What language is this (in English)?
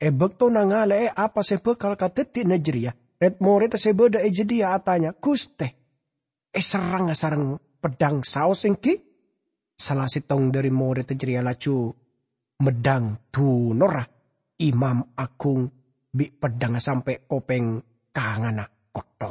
Madurese